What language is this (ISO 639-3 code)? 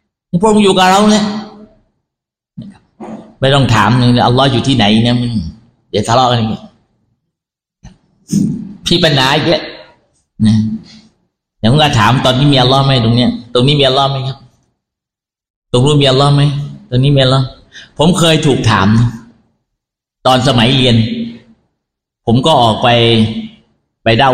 tha